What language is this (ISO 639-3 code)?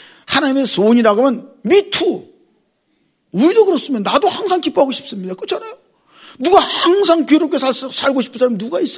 kor